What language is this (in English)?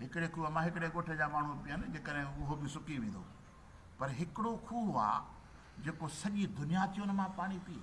Sindhi